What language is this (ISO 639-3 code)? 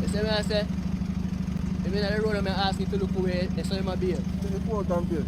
jam